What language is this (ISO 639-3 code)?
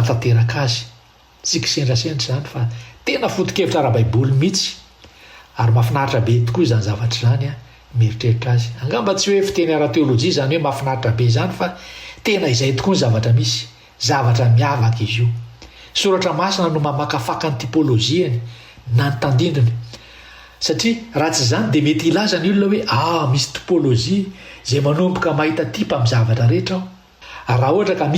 mlg